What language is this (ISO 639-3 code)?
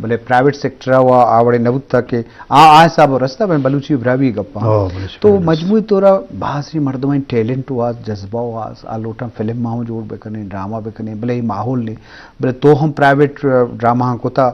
bgp